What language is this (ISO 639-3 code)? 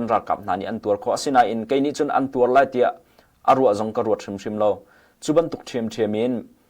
cnh